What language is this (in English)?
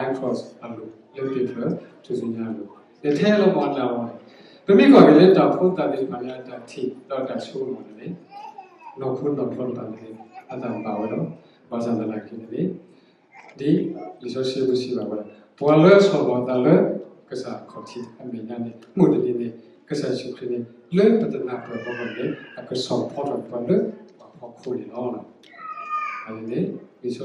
S'gaw Karen